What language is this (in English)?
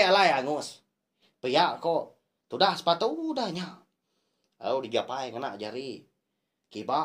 Iban